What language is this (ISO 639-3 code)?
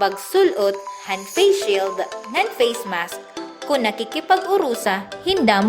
war